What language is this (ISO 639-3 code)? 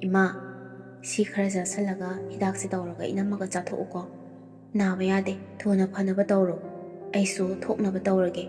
mni